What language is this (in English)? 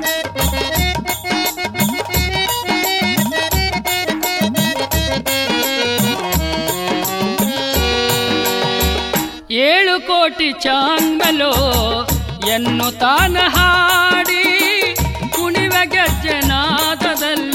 Kannada